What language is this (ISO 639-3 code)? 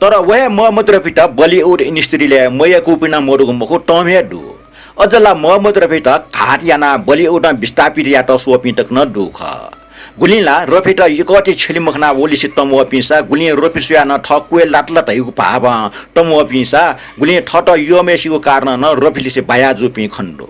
new